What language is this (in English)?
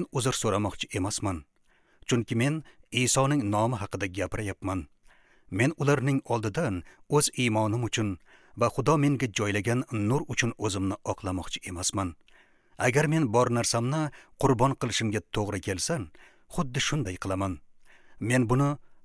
Uzbek